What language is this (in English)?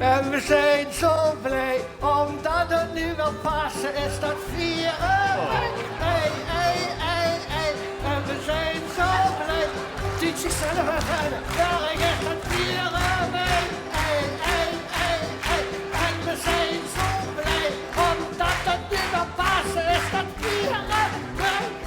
Limburgish